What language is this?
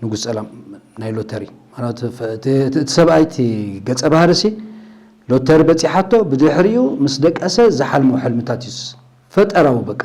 Tigrinya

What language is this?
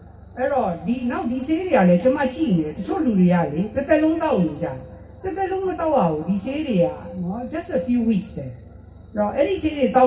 Burmese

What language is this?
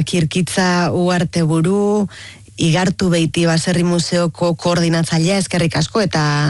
Basque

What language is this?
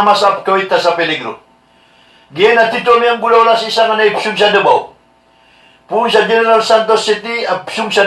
Maranao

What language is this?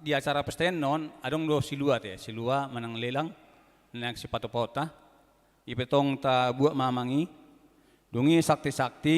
Batak Toba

